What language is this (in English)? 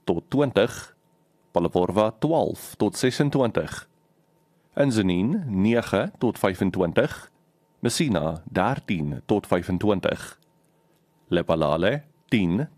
Afrikaans